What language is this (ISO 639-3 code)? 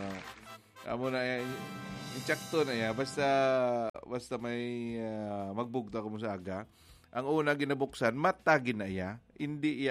hil